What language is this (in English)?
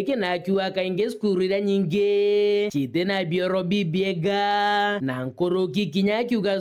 Meru